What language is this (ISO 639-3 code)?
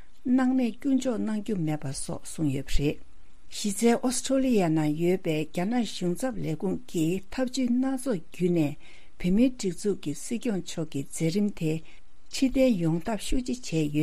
bod